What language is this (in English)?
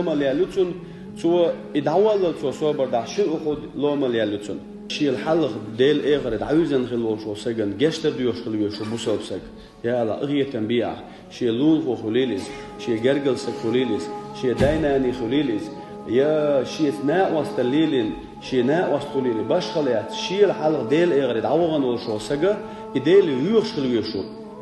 Chechen